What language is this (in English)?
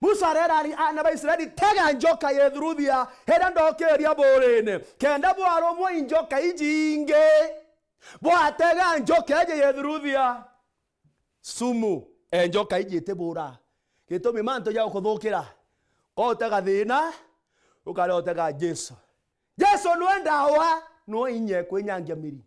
Meru